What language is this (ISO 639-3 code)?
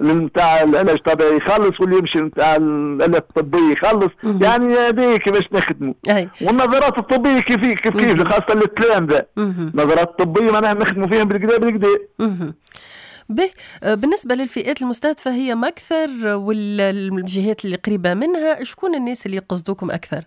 aeb